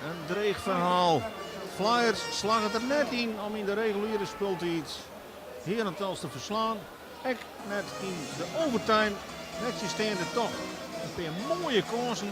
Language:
Western Frisian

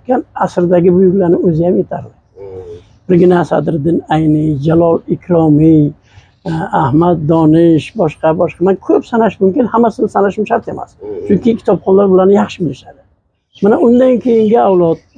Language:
Uzbek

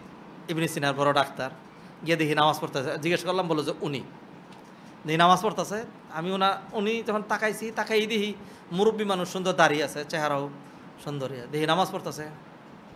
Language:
Bangla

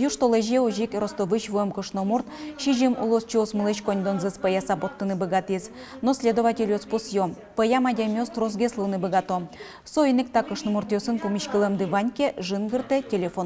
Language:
Udmurt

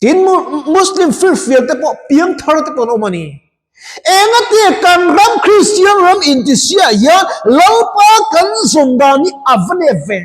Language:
Mizo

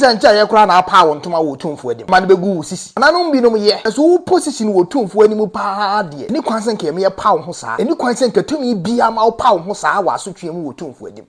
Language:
Akan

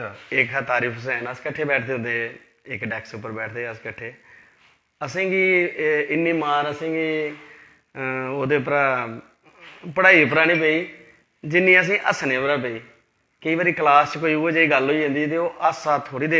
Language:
Dogri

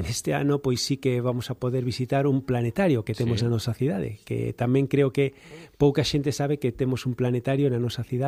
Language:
Galician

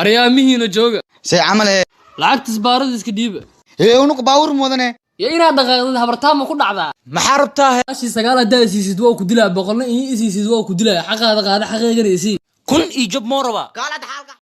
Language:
Somali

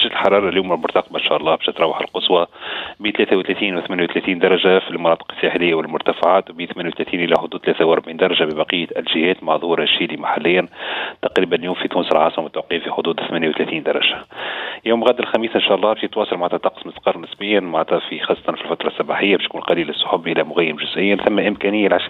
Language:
Tunisian Arabic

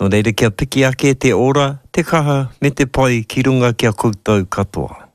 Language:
Māori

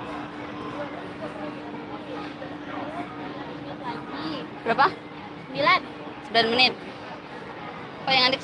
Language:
Indonesian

